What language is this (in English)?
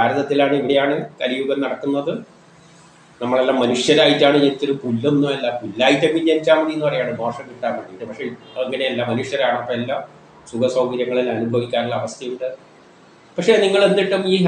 Malayalam